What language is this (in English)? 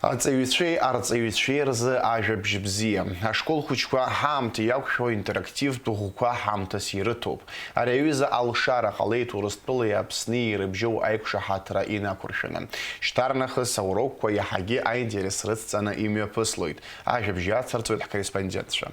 Abkhazian